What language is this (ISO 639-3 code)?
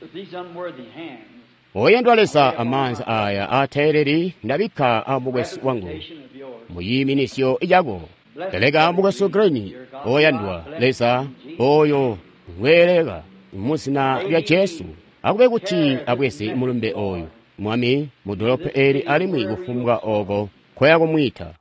toi